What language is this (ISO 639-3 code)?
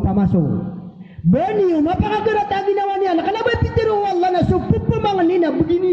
mrw